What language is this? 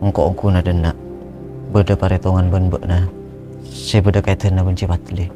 Madurese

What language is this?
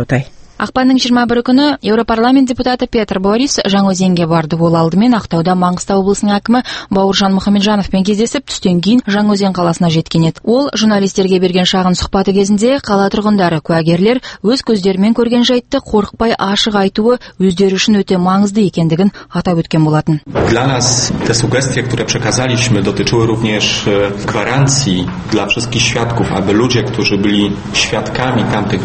Kazakh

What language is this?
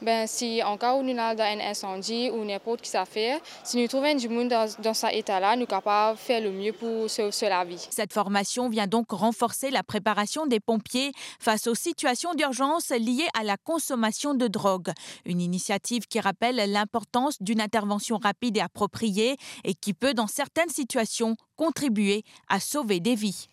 Morisyen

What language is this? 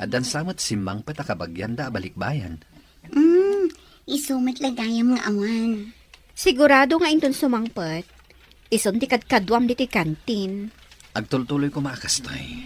Iloko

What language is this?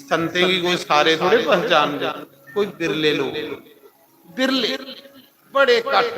Dogri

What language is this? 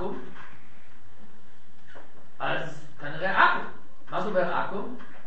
Hebrew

